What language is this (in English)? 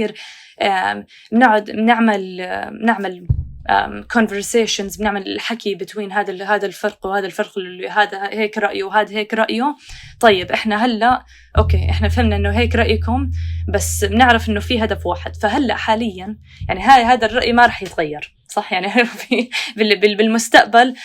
North Levantine Arabic